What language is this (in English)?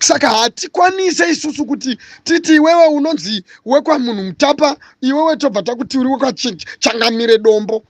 Shona